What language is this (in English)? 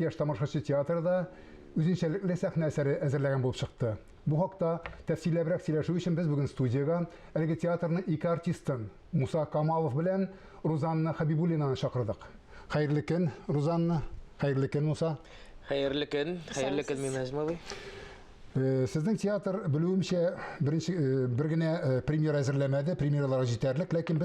Tatar